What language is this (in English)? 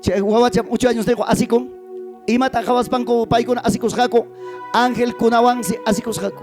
Ayacucho Quechua